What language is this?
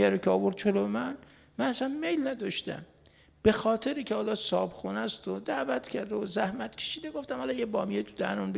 Persian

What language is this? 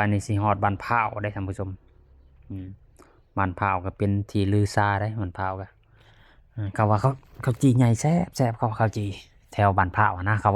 Lao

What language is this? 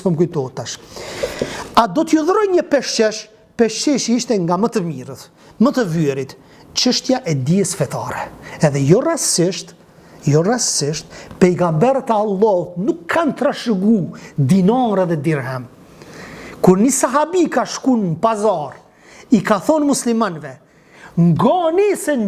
Albanian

